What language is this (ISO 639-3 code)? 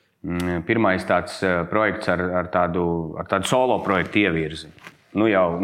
lav